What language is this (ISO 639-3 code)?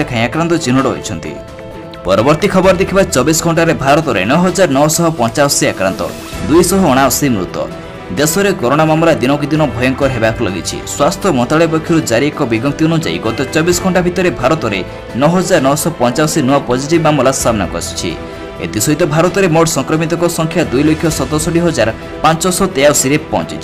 ori